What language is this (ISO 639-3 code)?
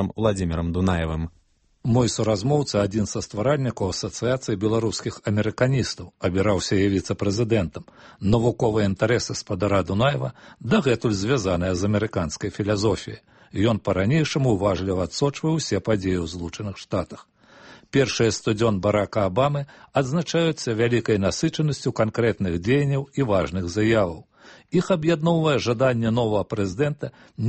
bel